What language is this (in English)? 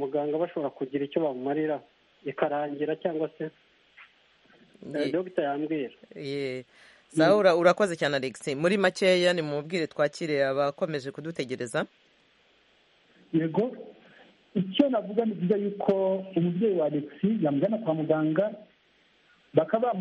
Kinyarwanda